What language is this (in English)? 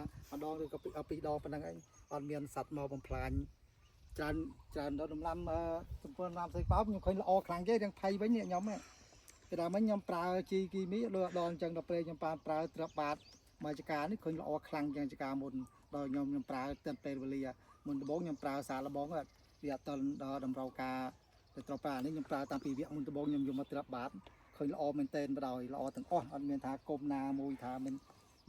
Khmer